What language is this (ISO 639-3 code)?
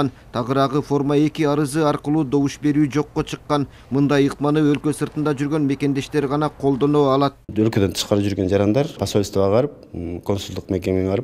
kir